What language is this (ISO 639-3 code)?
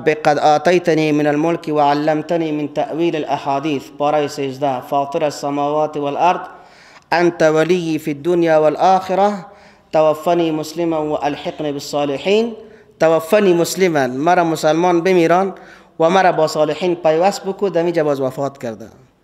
fas